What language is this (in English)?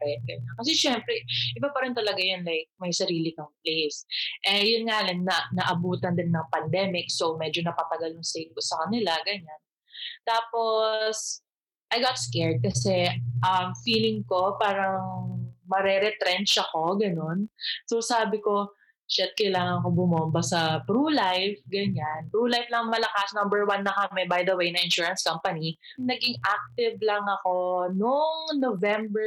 Filipino